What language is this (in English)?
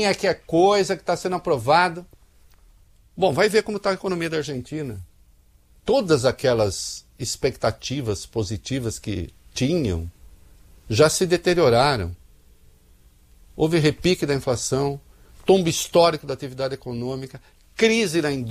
Portuguese